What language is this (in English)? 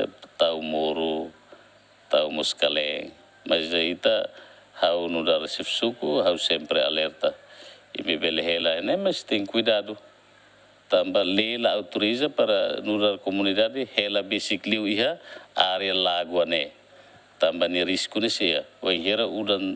Tetum